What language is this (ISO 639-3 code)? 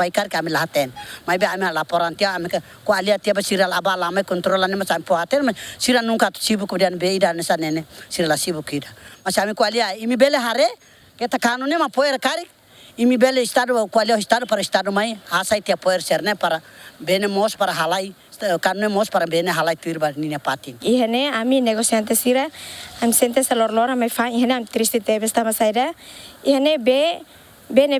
tet